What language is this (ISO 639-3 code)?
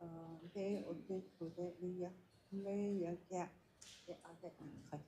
nav